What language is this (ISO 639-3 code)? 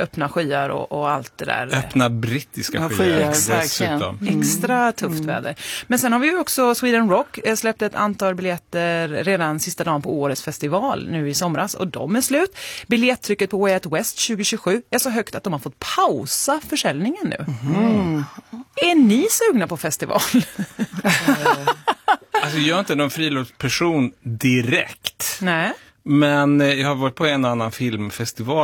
swe